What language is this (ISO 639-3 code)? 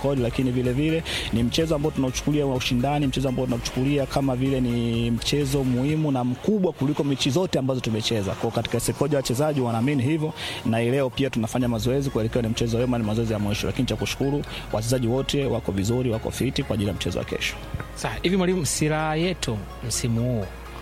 swa